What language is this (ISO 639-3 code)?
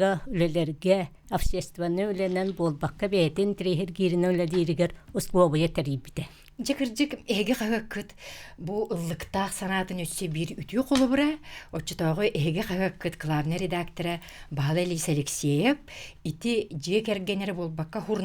sah